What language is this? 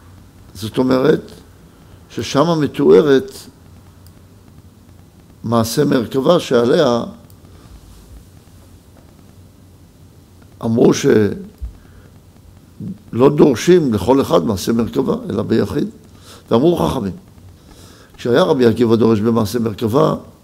Hebrew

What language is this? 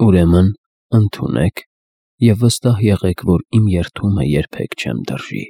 Armenian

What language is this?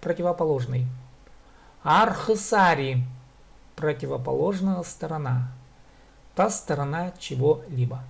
Khakas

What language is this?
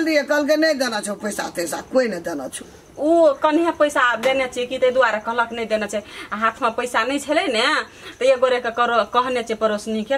Maithili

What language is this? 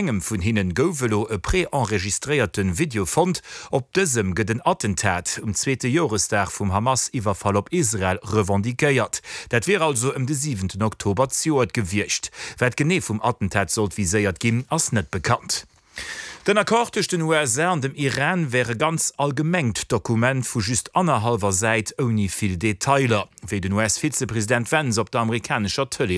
Luxembourgish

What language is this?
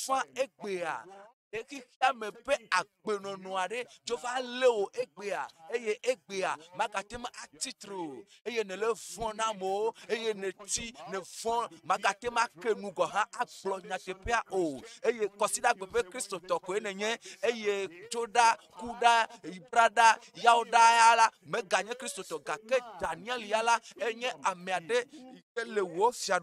Ewe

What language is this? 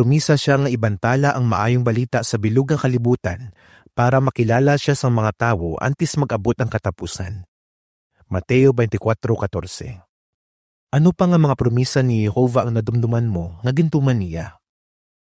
Hiligaynon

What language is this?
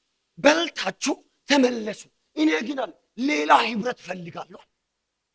Amharic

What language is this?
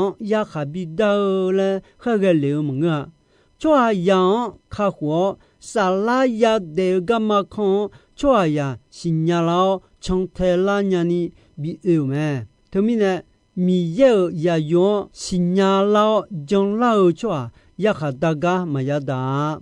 Akha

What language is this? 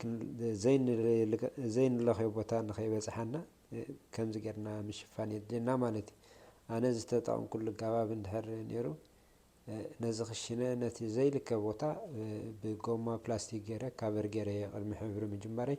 Tigrinya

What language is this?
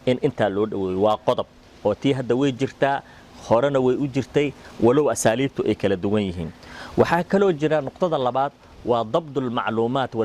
Somali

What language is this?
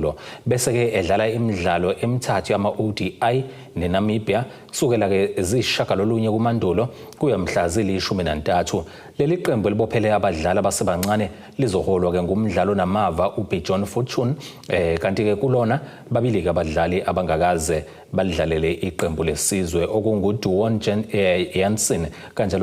Zulu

